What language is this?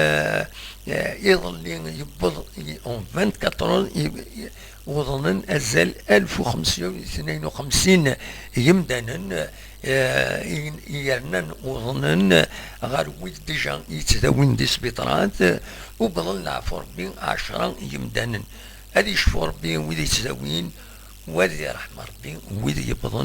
Kabyle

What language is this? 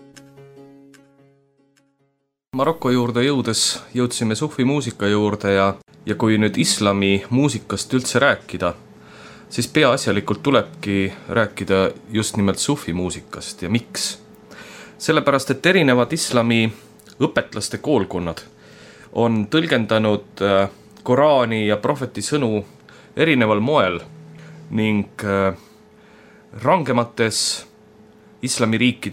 Estonian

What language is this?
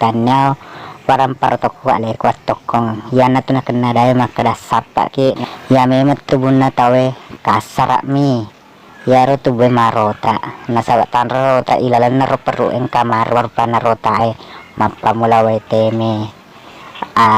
Buginese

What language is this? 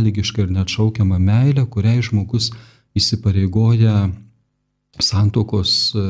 Lithuanian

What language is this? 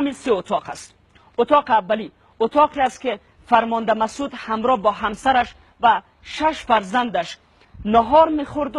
Persian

